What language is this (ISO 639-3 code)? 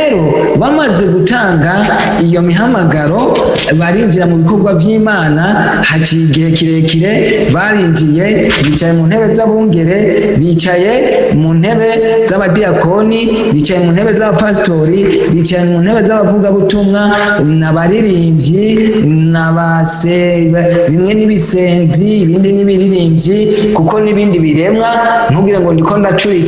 run